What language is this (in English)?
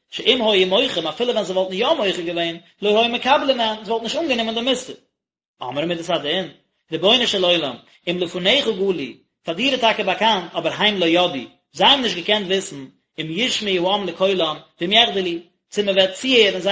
Yiddish